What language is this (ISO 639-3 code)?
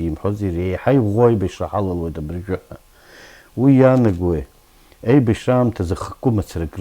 abk